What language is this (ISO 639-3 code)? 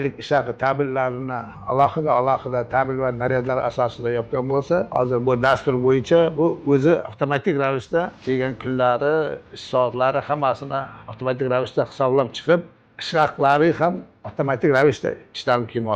uzb